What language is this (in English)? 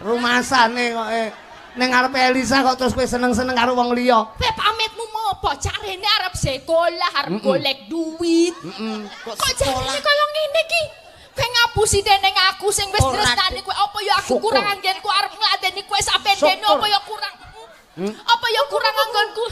Javanese